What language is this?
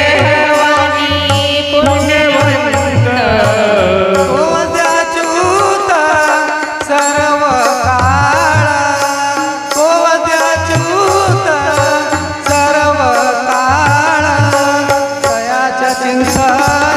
Marathi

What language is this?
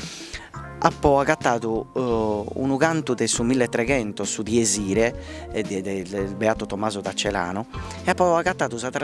Sardinian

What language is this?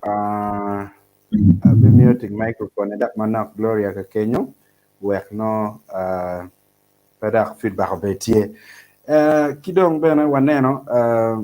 Acoli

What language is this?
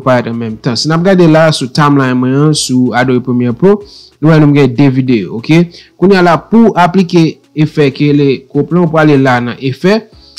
Haitian Creole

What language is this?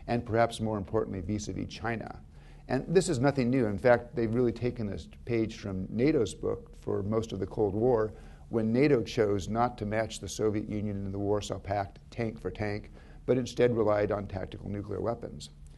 English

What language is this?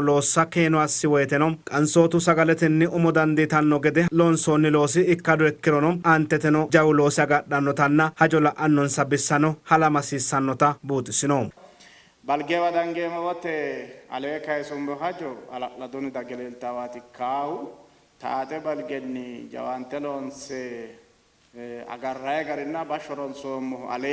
Sidamo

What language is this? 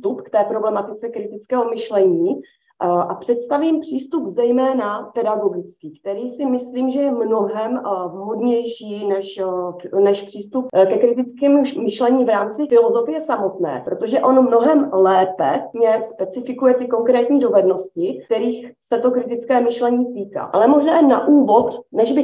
Czech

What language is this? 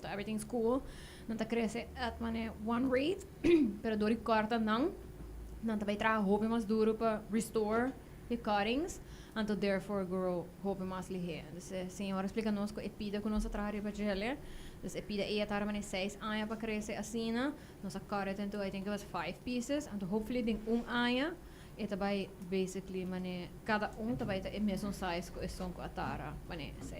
Papiamento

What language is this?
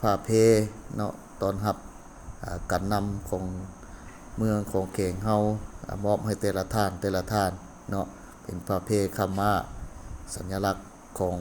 Lao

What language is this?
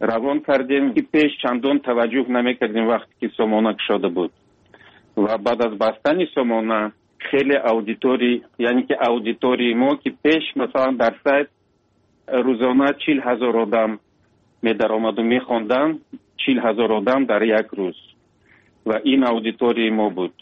Tajik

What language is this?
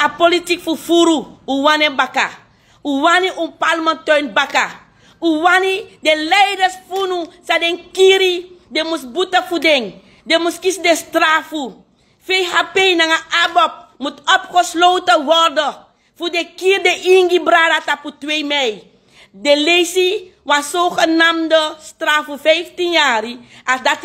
Sranan Tongo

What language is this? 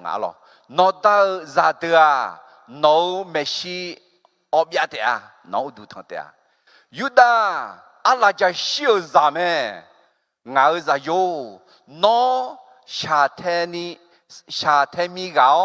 Akha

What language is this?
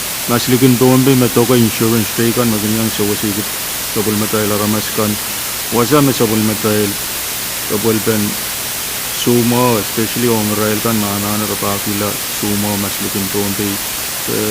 Pohnpeian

